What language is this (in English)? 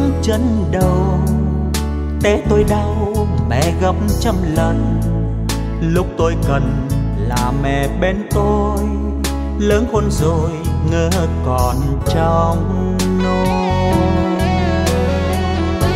Vietnamese